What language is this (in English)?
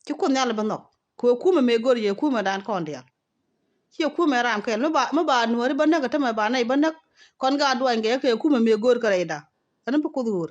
Nuer